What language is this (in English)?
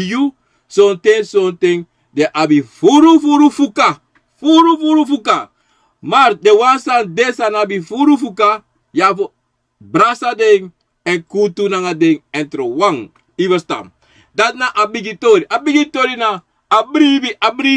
Sranan Tongo